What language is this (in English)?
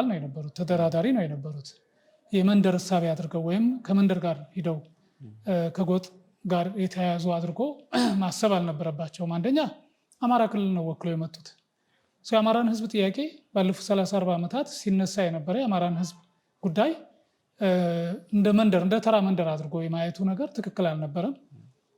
Amharic